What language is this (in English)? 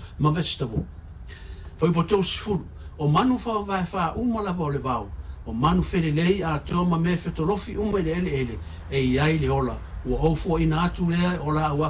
Samoan